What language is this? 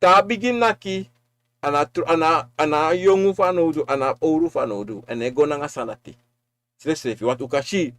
Sranan Tongo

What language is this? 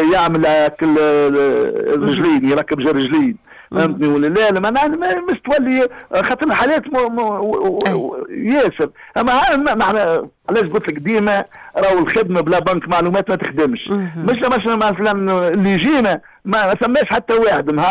Tunisian Arabic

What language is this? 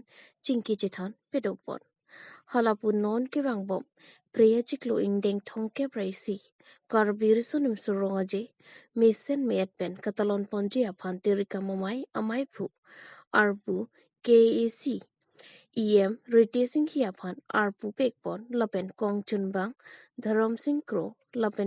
Karbi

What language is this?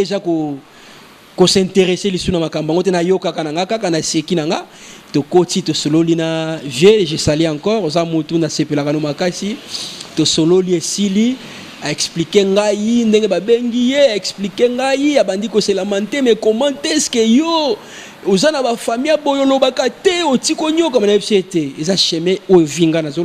Lingala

